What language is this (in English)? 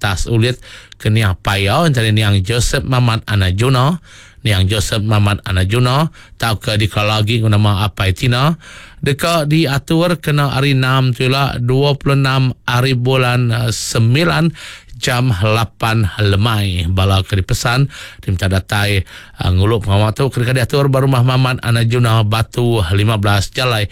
Iban